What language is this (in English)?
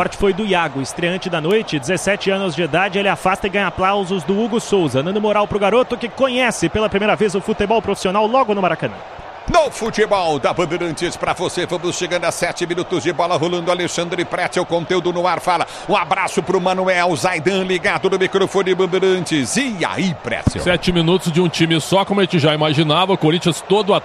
Portuguese